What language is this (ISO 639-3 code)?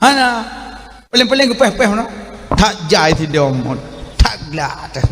ace